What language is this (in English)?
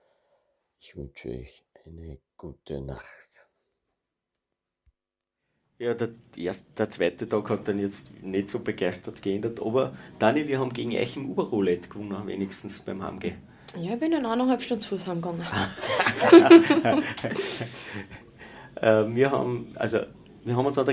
German